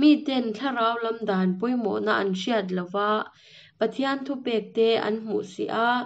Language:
Hakha Chin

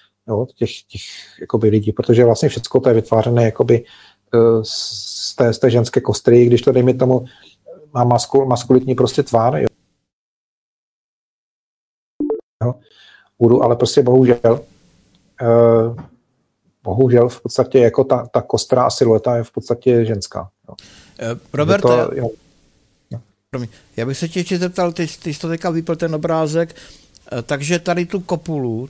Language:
Czech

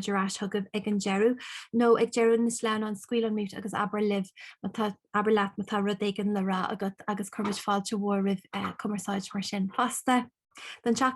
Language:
Irish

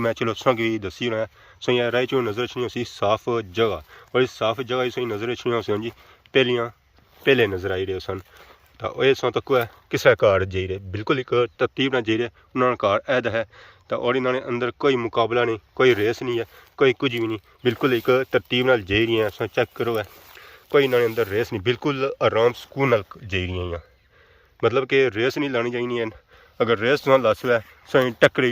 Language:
Pahari-Potwari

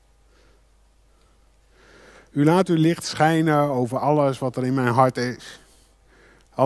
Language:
Dutch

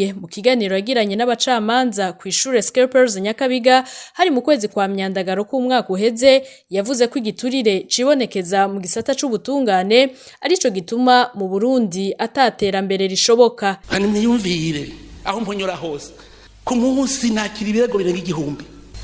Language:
Rundi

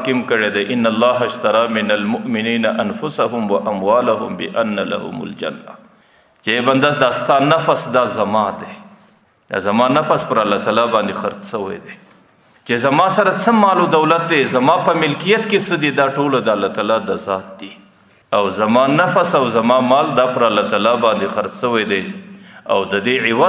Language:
Pashto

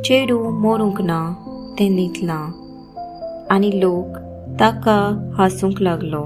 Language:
Konkani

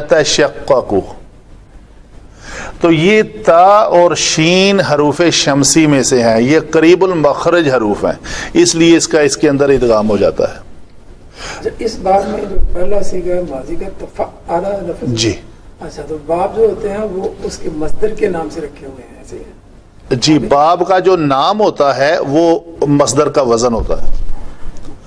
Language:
Urdu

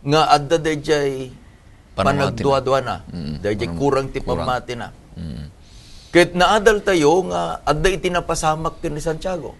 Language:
Iloko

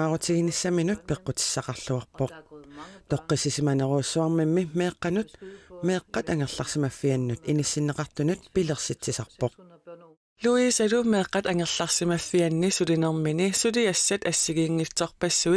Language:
Kalaallisut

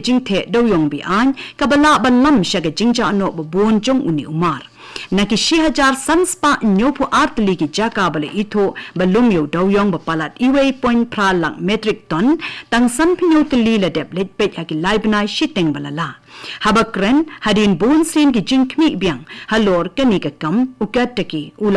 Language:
Khasi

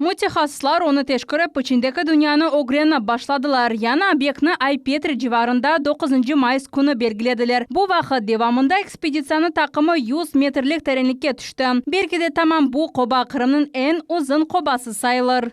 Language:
Crimean Tatar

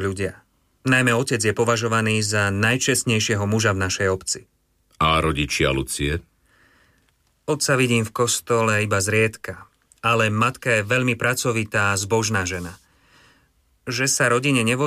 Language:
Slovak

